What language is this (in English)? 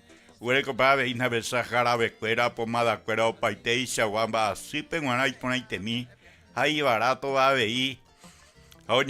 Guarani